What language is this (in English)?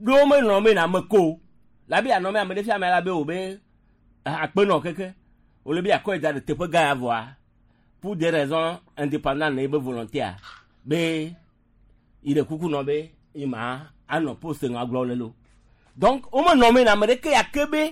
Gen